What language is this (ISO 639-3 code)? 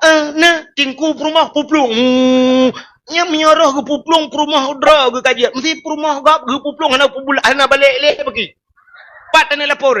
ace